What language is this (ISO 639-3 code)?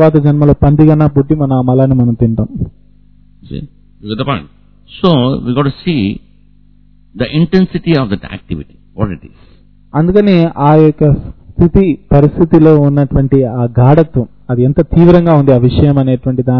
tel